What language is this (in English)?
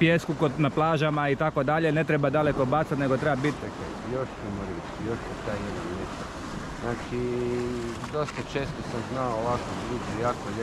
Croatian